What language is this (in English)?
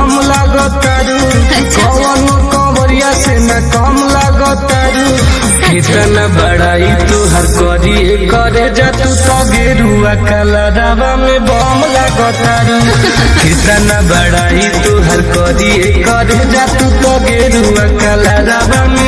Bhojpuri